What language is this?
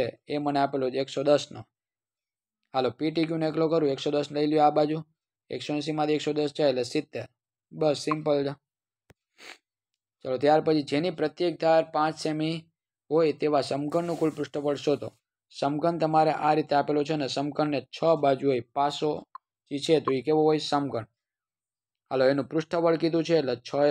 Gujarati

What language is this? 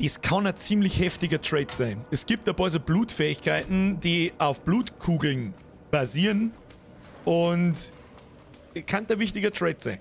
Bavarian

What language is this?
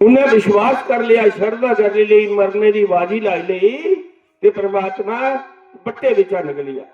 Dogri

